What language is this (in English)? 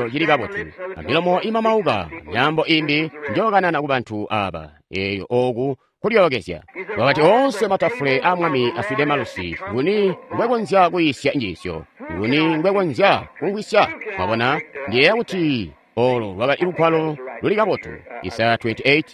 Tonga (Zambia)